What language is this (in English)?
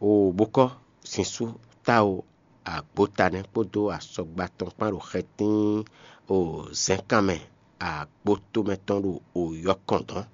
Fon